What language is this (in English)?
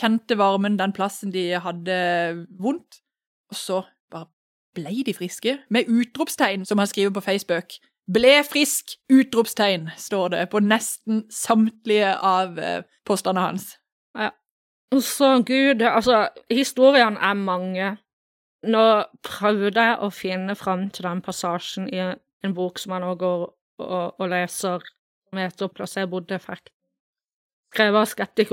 Norwegian